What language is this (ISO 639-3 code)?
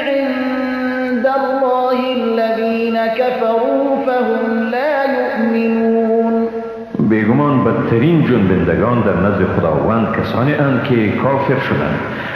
fas